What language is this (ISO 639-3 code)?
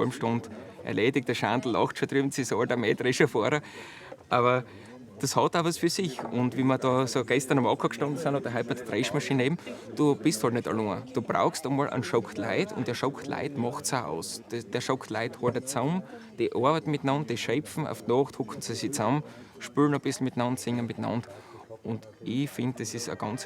bar